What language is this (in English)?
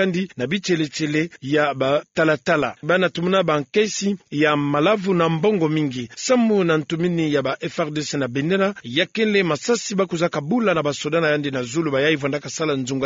Kituba (Democratic Republic of Congo)